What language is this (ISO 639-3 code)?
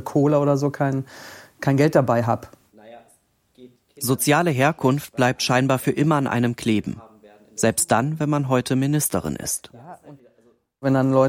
deu